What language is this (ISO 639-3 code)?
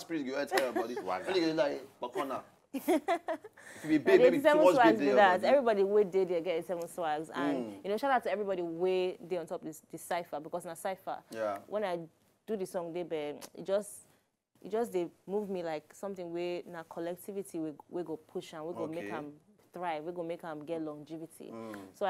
pcm